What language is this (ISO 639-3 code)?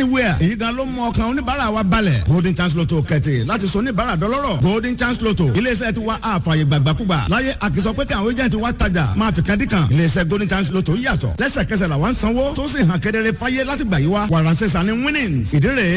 yor